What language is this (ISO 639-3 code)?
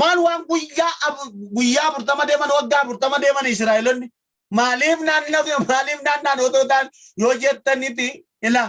orm